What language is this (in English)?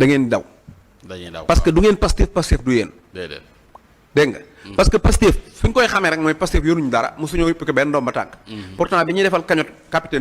Wolof